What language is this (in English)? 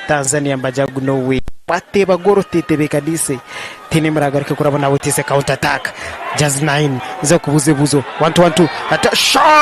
Nyankole